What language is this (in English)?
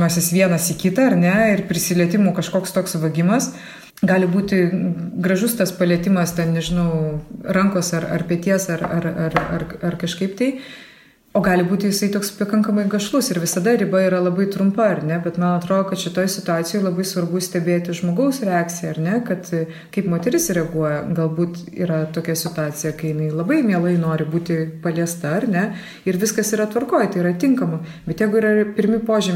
Lithuanian